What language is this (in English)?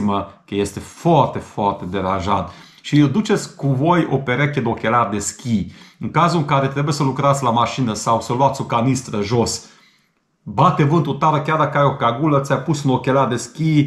Romanian